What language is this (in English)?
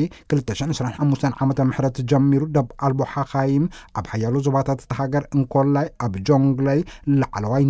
Tigrinya